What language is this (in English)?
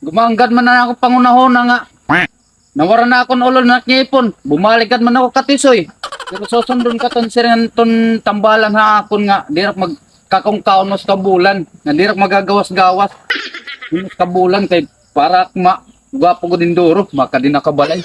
Waray